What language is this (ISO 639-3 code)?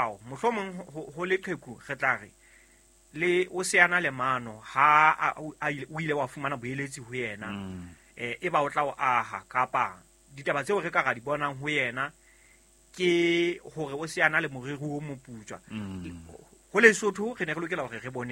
sot